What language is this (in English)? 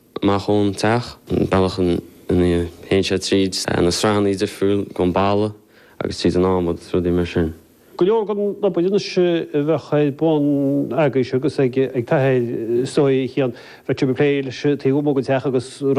Irish